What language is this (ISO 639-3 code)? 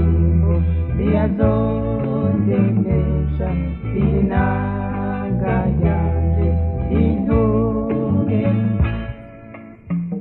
run